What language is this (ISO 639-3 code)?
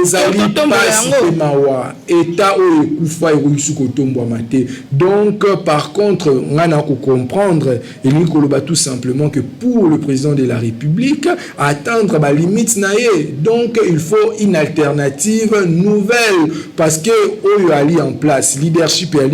lin